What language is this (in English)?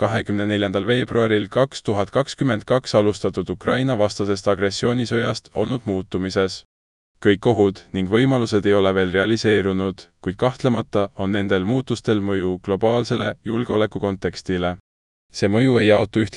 Estonian